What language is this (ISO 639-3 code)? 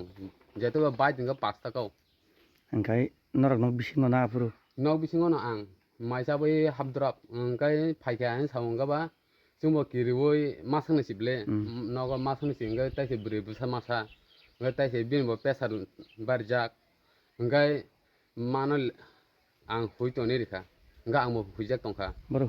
trp